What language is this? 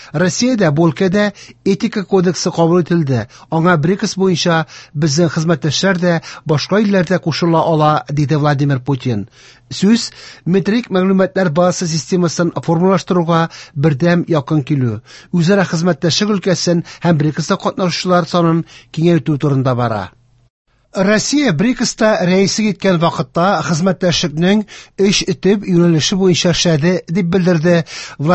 Tatar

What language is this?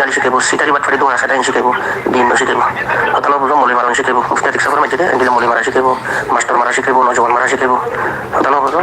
Rohingya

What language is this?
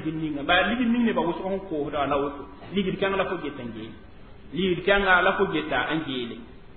Mossi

